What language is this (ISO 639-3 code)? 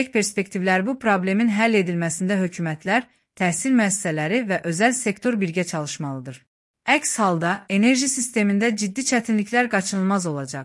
aze